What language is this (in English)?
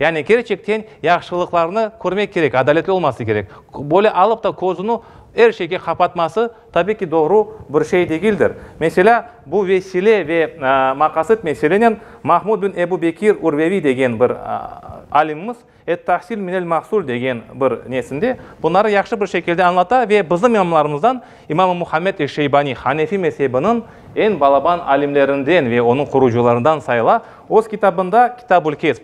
Crimean Tatar